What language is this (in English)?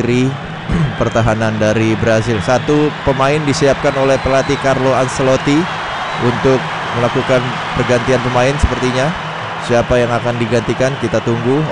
Indonesian